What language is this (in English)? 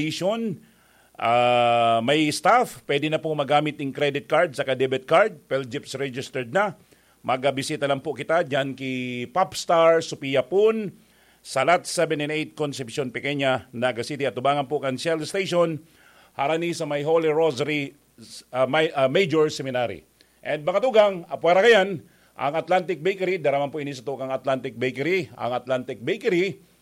Bikol